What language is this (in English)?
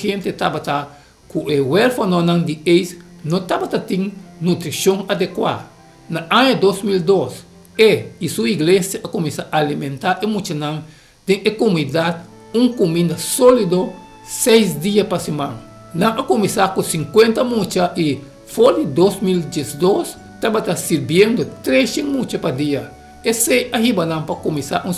Papiamento